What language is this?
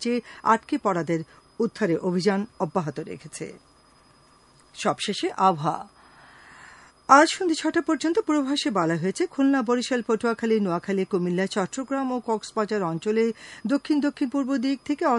Bangla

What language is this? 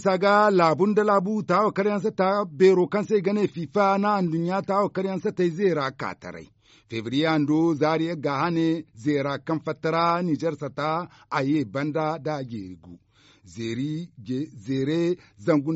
Zarma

